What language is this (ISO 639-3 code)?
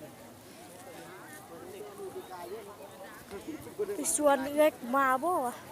lao